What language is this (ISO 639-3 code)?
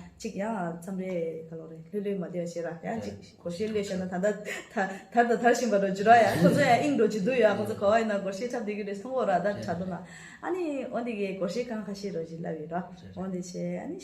bod